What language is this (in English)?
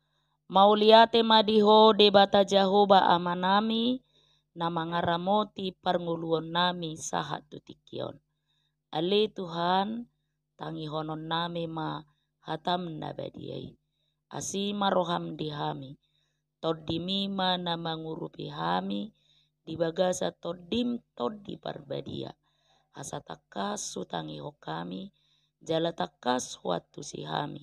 Batak Toba